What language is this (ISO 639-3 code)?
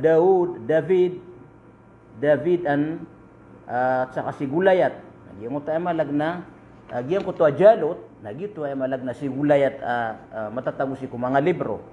mrw